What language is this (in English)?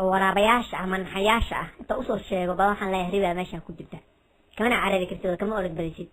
Somali